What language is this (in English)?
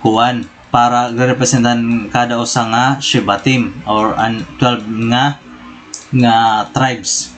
Waray